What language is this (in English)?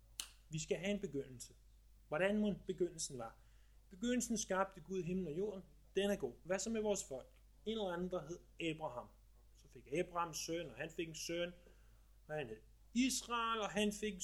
Danish